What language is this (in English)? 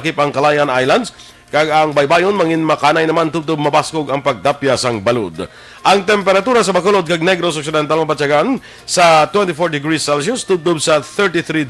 Hiligaynon